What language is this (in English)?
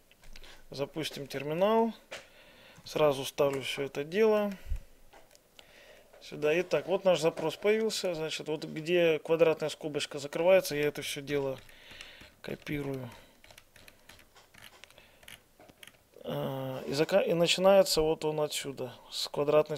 Russian